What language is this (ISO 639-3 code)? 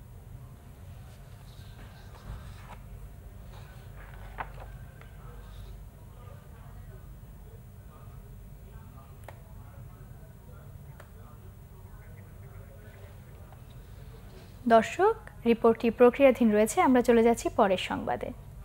ben